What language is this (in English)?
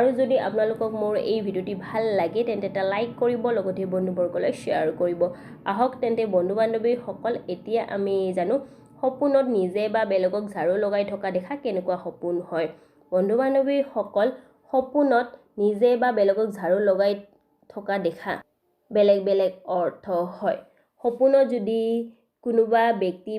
Assamese